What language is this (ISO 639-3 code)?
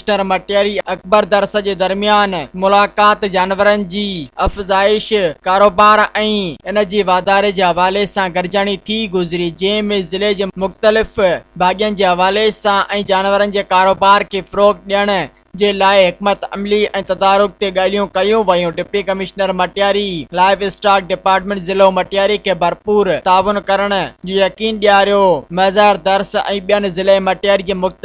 snd